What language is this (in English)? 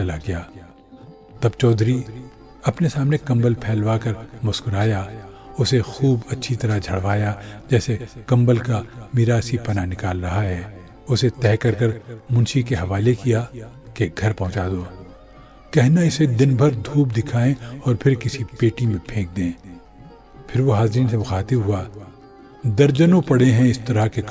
Urdu